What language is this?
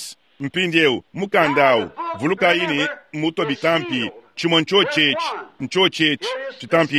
Luba-Lulua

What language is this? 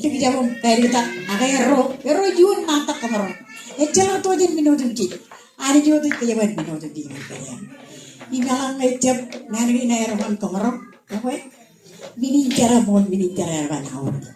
Marshallese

